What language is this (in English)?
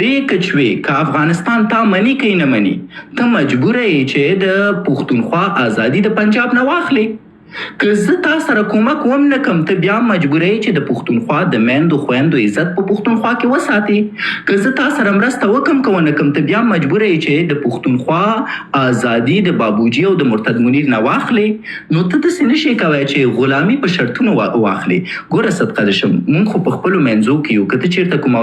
Pashto